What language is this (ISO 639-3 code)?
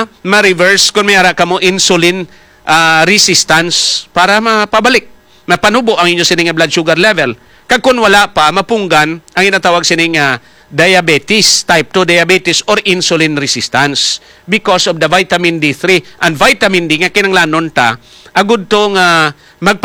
hil